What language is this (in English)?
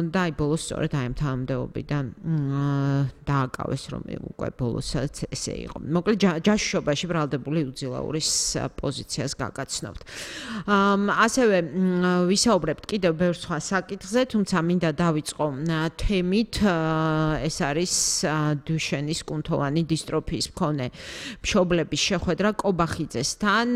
Georgian